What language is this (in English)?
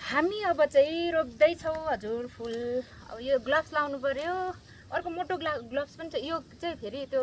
Nepali